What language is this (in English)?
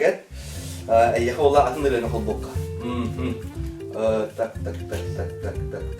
Yakut